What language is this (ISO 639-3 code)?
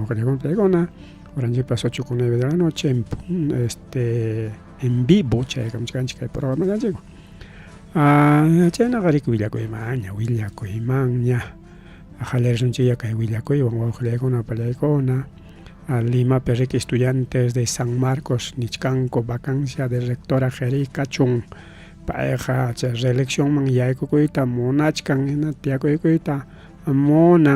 quy